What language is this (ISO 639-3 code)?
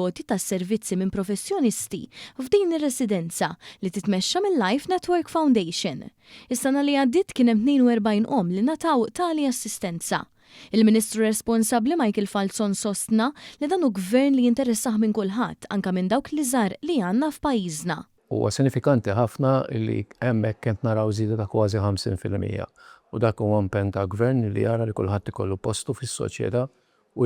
mlt